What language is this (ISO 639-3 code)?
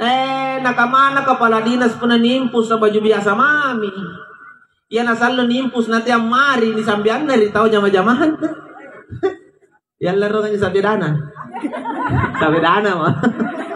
mak